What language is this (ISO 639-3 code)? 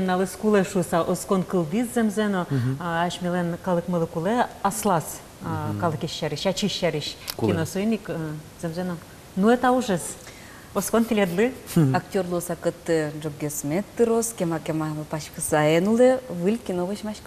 udm